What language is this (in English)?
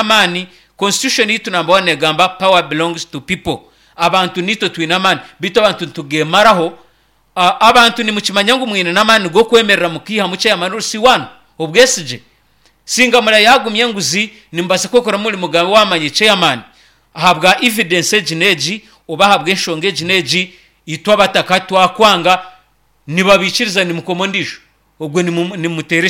Nyankole